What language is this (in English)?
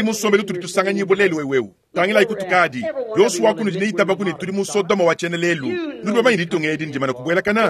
Luba-Lulua